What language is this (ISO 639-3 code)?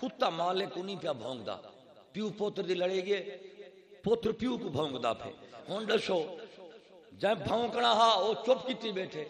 skr